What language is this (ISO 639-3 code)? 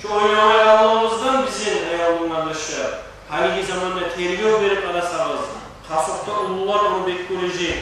kum